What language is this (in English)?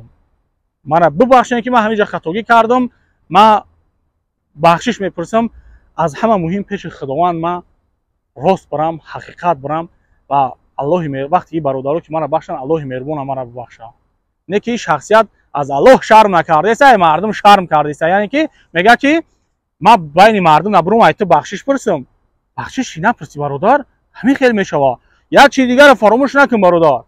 Tajik